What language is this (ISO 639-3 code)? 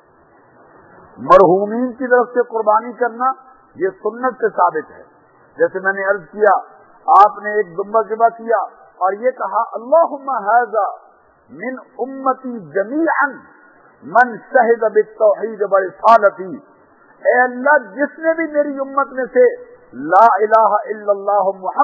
urd